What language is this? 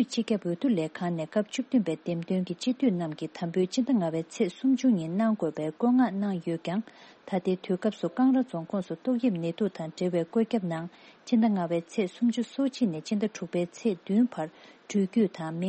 Tibetan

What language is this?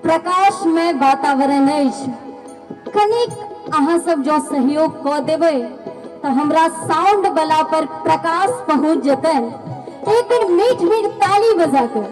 Maithili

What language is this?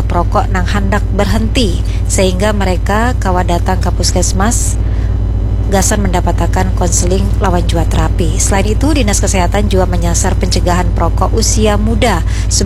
Banjar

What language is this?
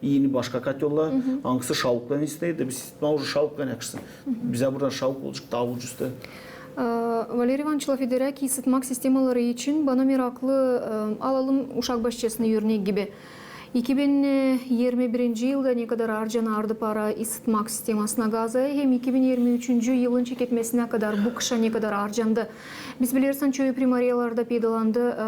Gagauz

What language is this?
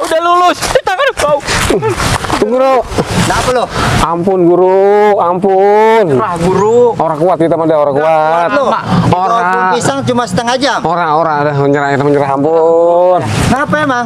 Betawi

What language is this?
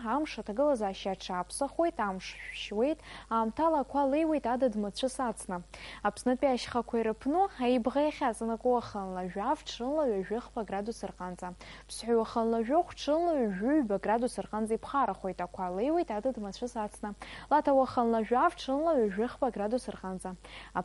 Abkhazian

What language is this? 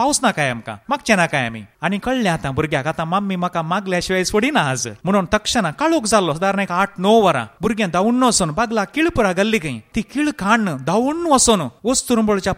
Konkani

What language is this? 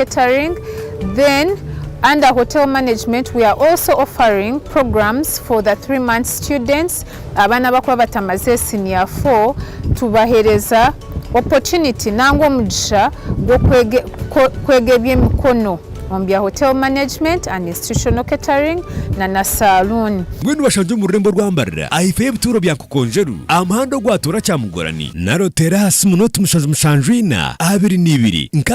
Nyankole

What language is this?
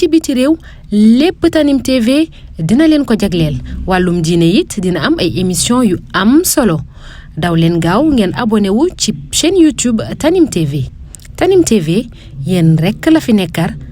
Wolof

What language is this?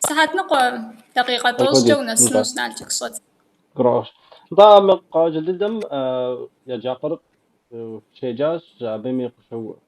Kabardian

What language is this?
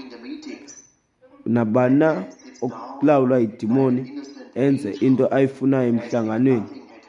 Xhosa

